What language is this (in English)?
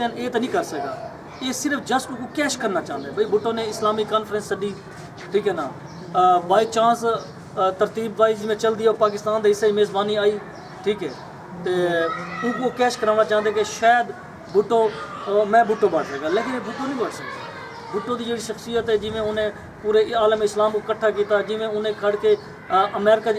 Saraiki